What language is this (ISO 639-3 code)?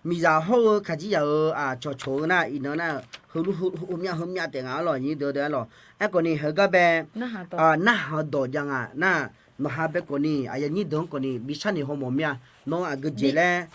ahk